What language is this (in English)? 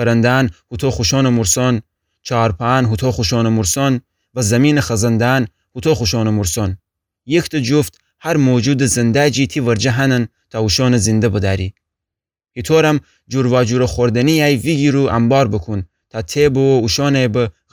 Gilaki